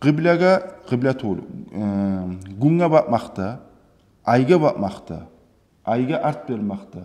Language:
Kumyk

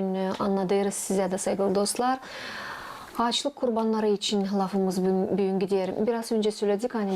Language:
Gagauz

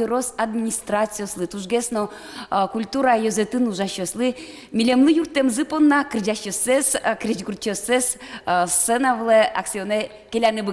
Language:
Udmurt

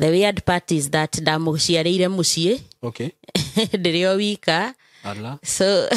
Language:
Kikuyu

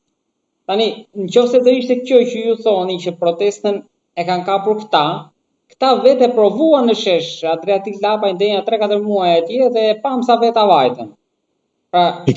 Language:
Albanian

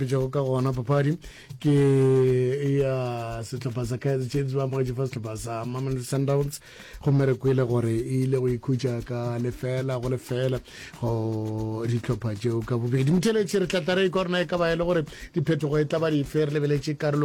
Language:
Northern Sotho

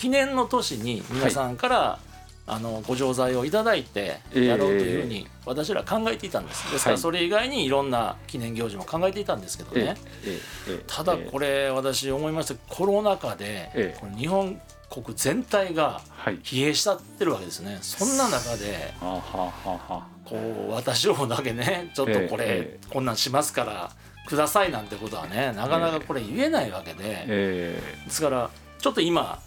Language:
Japanese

